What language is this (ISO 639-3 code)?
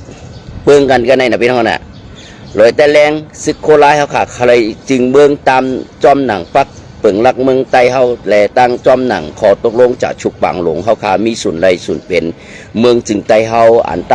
shn